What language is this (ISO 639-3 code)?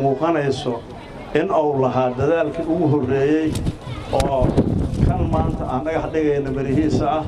som